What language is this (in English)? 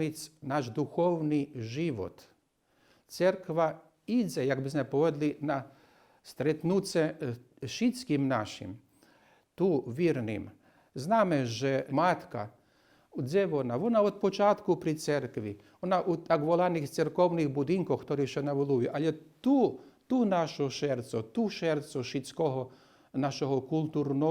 Rusyn